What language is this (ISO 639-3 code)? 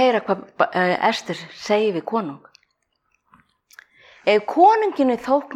isl